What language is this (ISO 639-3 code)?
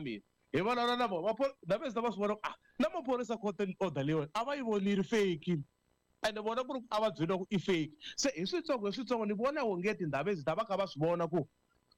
tso